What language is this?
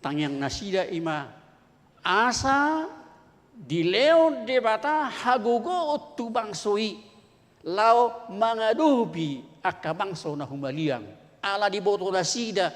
Batak Toba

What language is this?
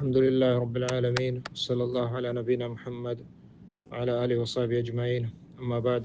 Baluchi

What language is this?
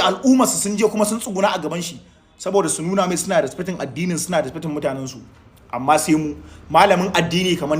Hausa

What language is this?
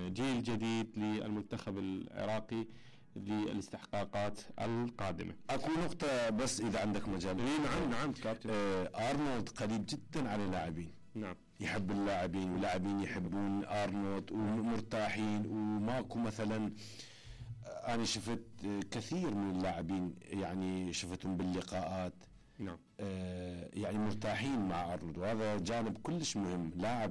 Mesopotamian Arabic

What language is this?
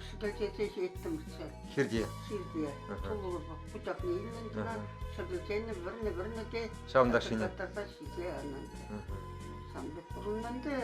Chuvash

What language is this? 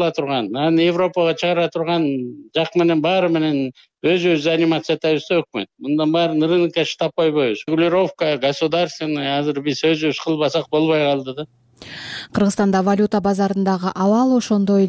Kyrgyz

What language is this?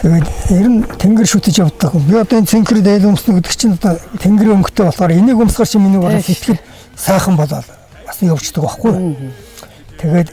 Mongolian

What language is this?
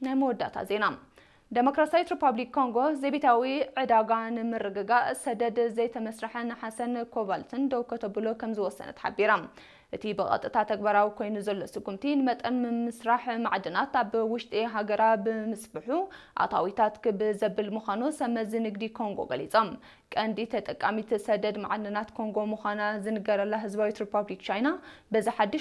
Tigrinya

